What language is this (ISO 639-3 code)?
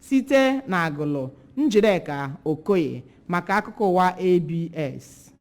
ibo